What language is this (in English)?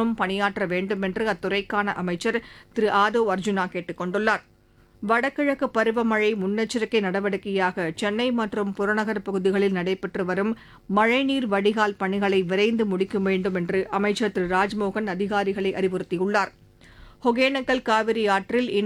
Tamil